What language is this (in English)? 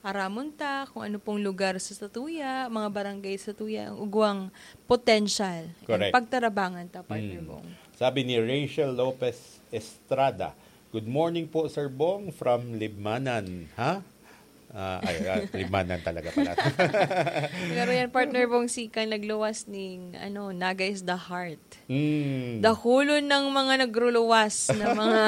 Bikol